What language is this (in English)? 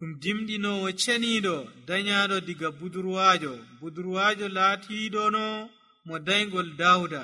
Nigerian Fulfulde